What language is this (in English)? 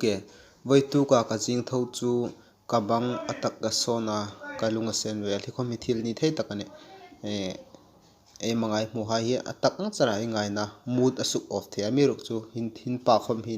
Hmar